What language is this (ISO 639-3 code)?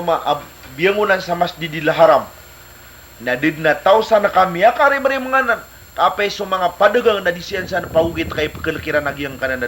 mrw